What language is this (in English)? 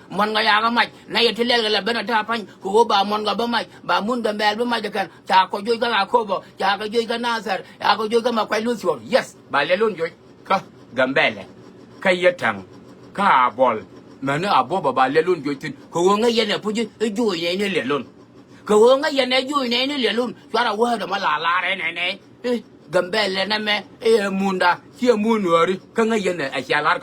Nuer